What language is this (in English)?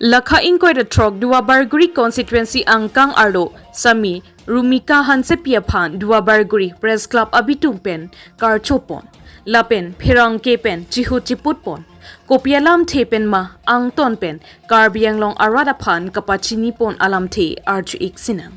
Karbi